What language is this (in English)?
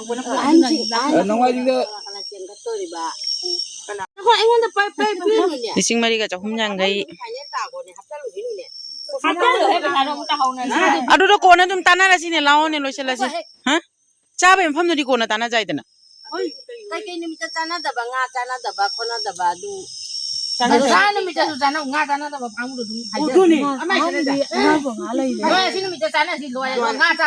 Manipuri